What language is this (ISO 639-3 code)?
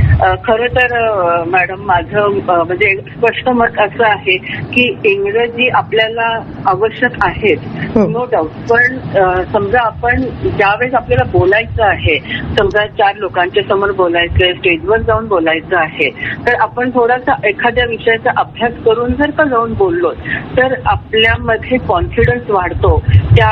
mar